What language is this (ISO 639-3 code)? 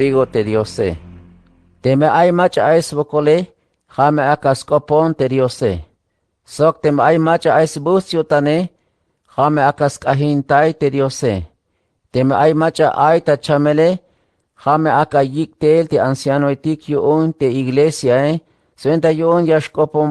tzh